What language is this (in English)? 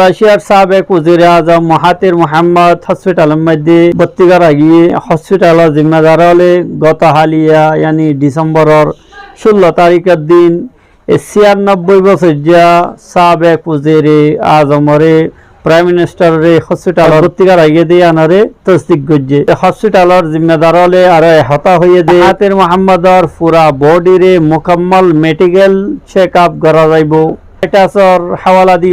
Rohingya